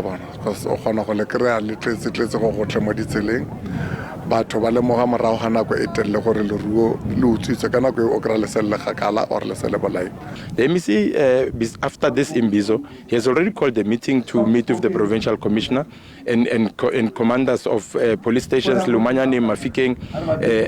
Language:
Tswana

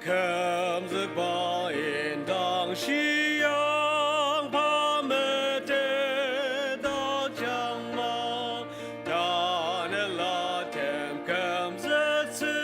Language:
Ao Naga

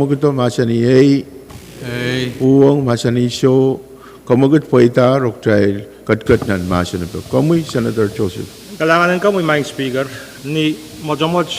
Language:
Pohnpeian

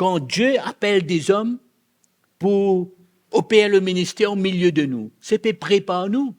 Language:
Morisyen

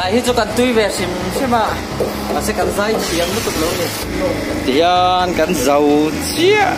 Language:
Mizo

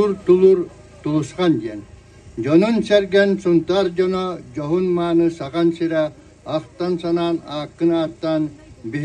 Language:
Yakut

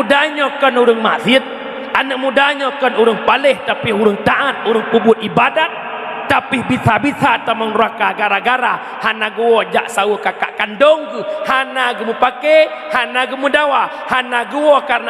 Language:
Achinese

